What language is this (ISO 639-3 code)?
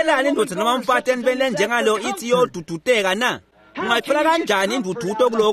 ssw